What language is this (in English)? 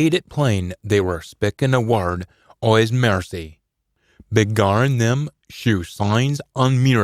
Scots